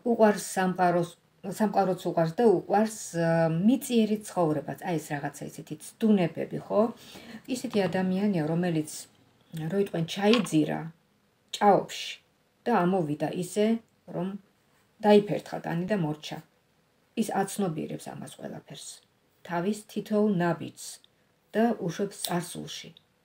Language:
Georgian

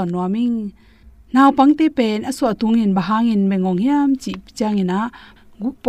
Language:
Tedim Chin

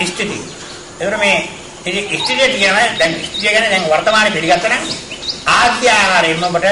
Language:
Sinhala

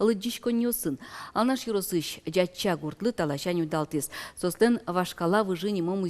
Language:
Udmurt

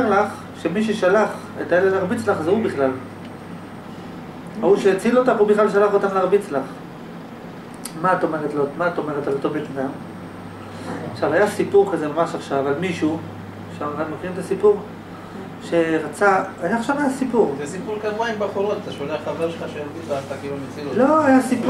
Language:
Hebrew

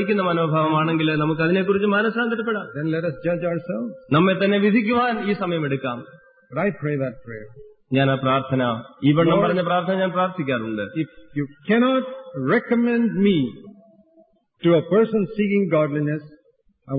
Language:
Malayalam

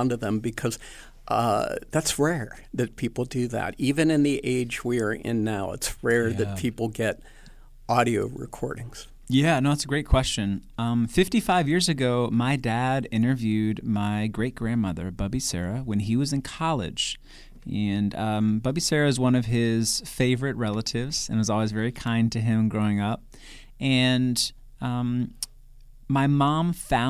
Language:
English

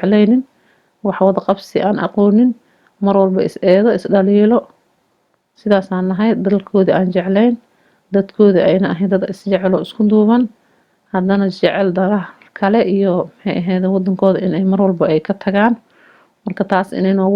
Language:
Somali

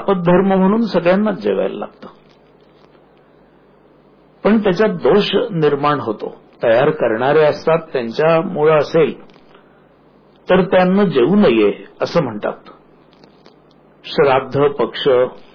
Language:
Marathi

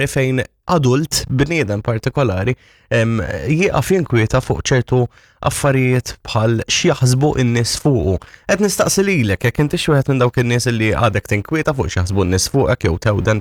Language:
Maltese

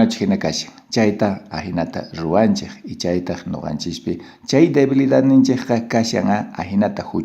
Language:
South Bolivian Quechua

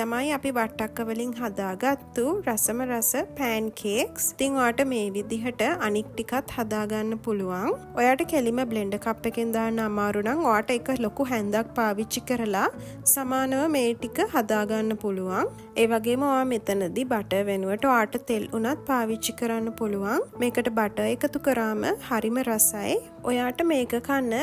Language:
Sinhala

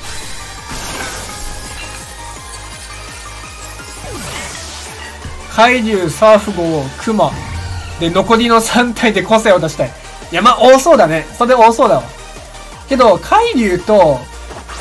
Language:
Japanese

